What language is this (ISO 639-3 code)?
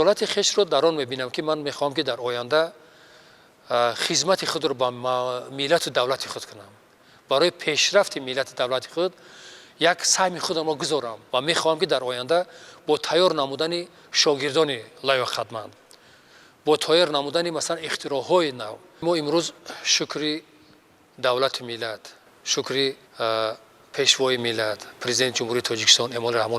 tgk